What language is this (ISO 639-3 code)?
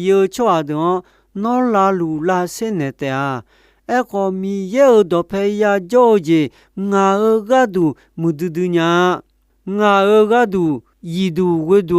ahk